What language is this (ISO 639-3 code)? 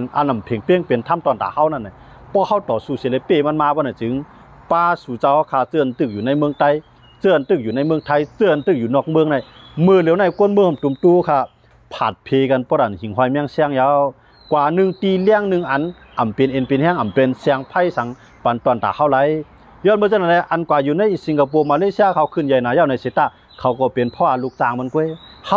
shn